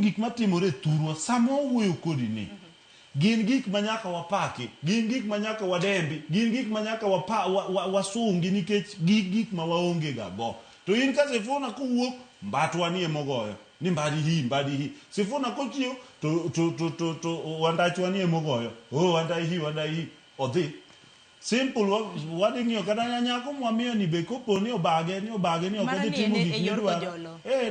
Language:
Luo (Kenya and Tanzania)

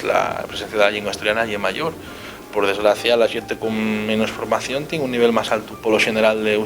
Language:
Asturian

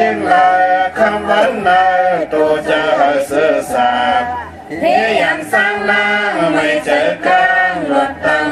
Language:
Shan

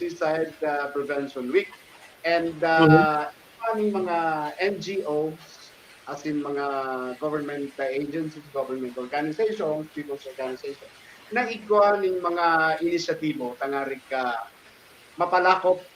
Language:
Bikol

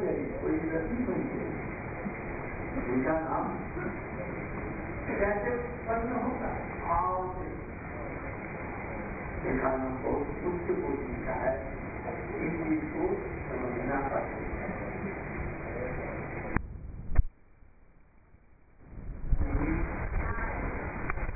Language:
Hindi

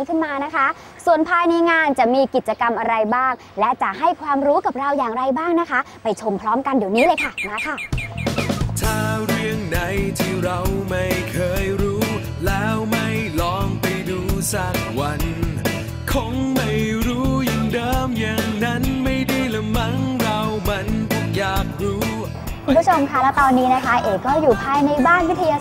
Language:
Thai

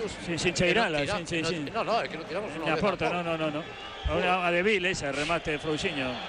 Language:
Galician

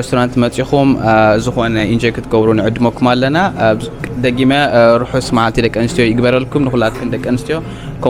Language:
Tigrinya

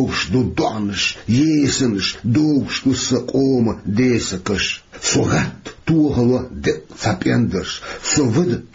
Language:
Chechen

